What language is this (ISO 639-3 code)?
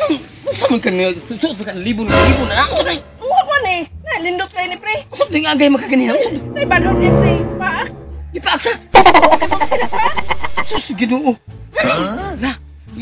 ceb